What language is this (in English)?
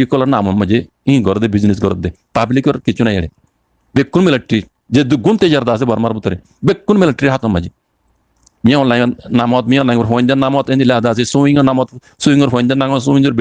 Rohingya